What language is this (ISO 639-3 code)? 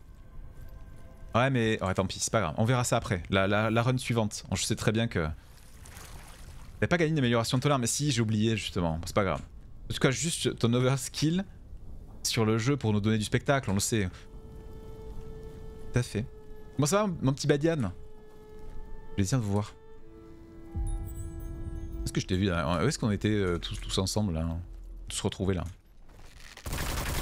fra